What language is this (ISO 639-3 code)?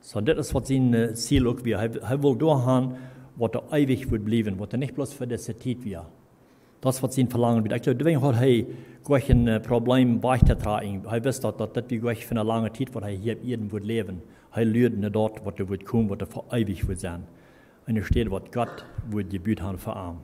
pdt